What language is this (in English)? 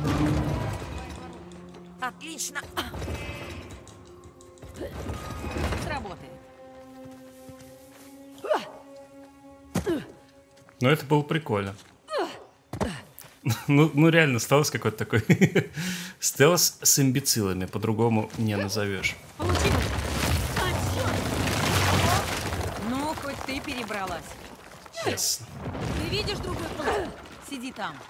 Russian